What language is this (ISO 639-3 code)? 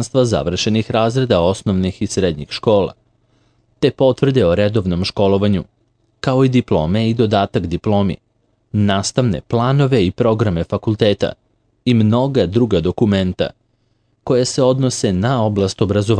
srp